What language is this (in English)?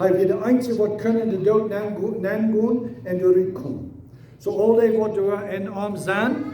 Plautdietsch